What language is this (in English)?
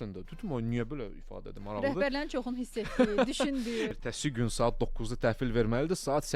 Azerbaijani